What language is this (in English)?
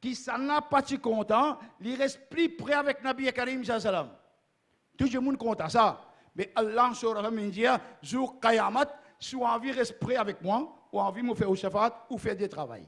Morisyen